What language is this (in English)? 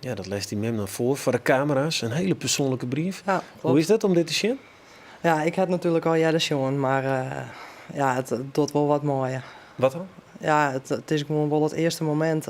Western Frisian